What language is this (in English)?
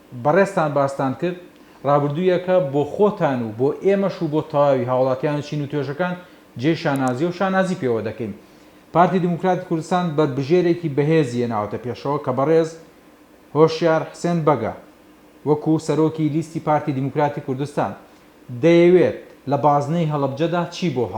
Central Kurdish